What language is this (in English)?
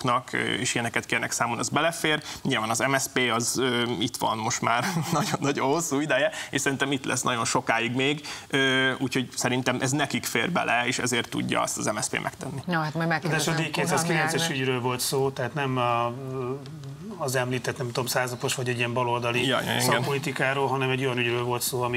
Hungarian